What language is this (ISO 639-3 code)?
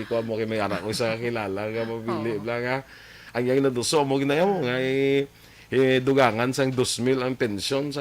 hil